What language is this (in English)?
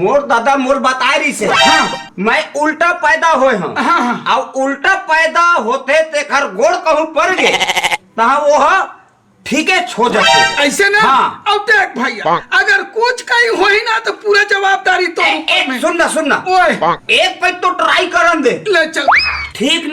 Chhattisgarhi